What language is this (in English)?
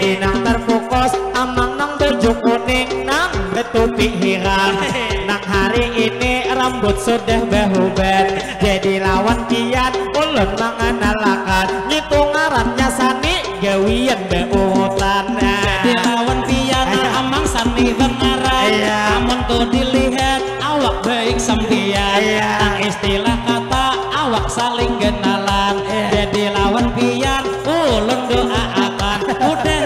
Banjar